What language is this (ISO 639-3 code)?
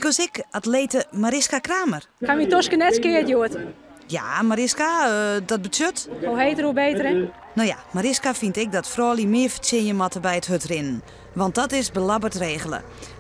fry